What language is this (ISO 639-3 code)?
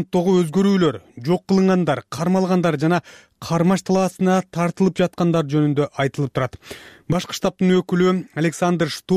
kir